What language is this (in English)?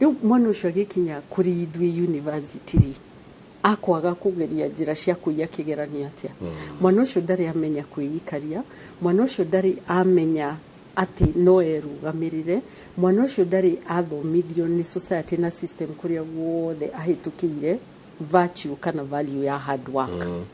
Kikuyu